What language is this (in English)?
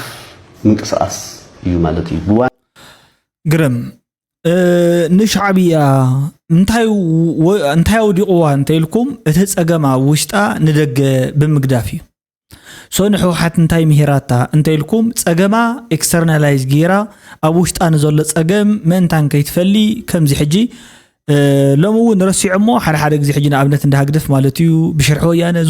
Tigrinya